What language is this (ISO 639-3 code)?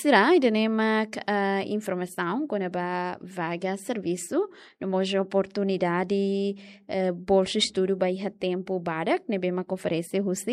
tet